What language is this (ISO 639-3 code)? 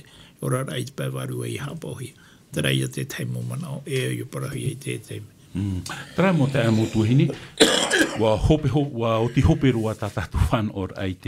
tah